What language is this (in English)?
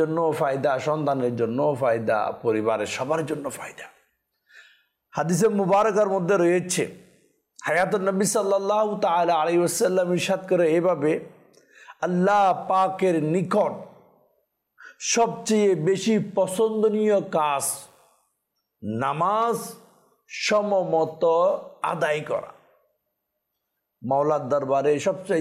Bangla